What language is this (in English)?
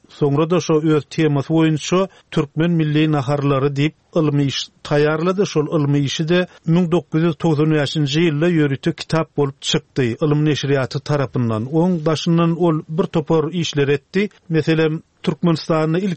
Turkmen